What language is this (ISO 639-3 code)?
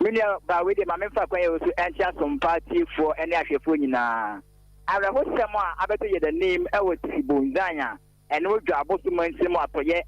aka